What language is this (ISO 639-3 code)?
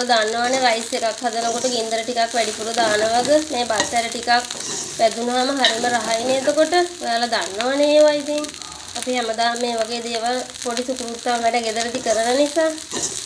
sin